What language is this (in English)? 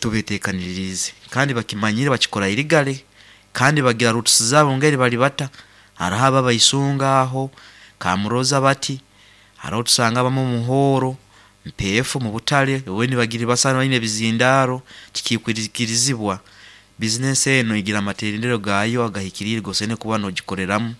Nyoro